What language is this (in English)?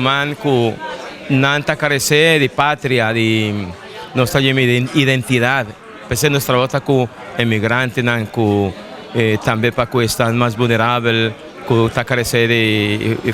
Papiamento